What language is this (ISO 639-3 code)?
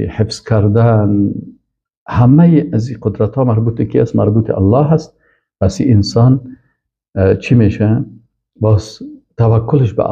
fas